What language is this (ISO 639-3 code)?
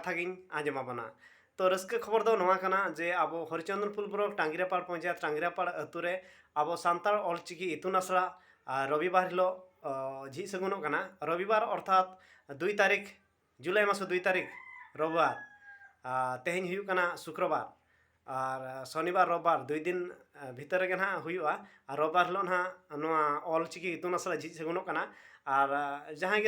sat